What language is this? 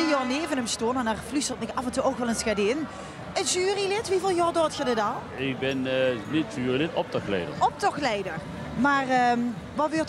Limburgish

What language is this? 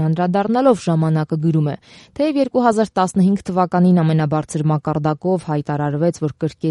Armenian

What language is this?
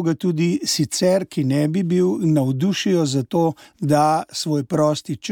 Slovenian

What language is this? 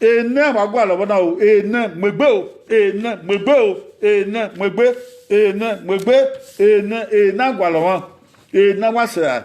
Bini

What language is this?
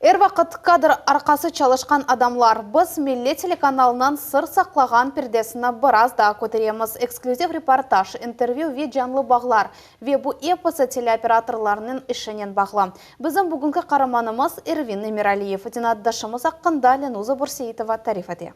Crimean Tatar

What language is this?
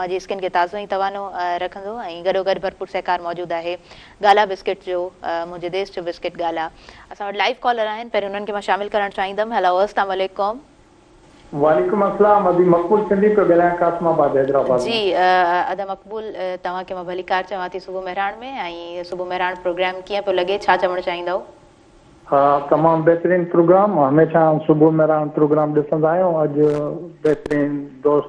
Sindhi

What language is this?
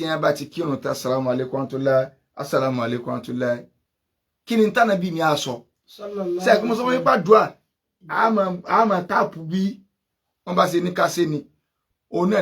Yoruba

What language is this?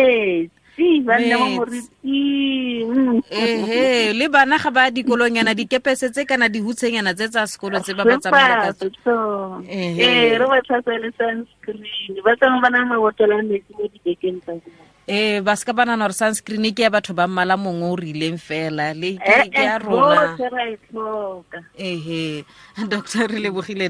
Tswana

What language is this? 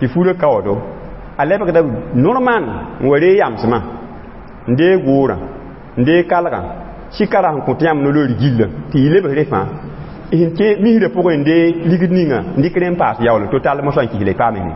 Mossi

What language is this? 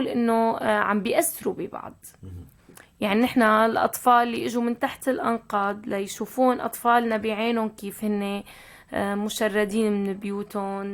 North Levantine Arabic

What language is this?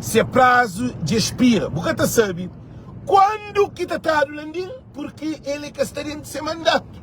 Kabuverdianu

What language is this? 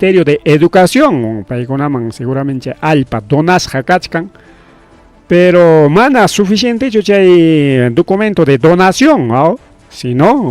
Ayacucho Quechua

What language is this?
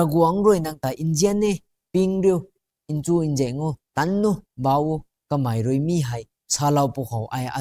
Rongmei Naga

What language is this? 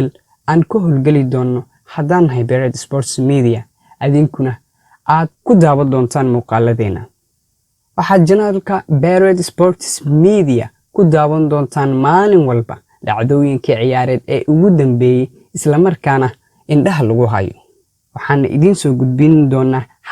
Somali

